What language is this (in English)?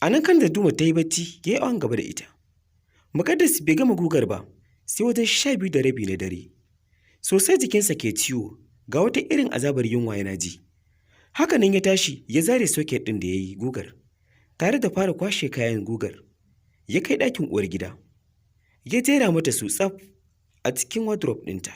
Hausa